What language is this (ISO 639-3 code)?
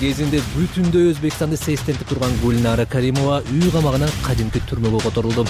kir